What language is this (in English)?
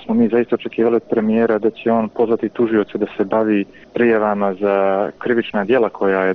Bosnian